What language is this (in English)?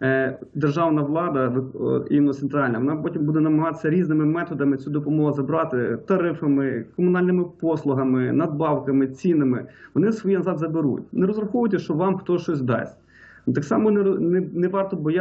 Ukrainian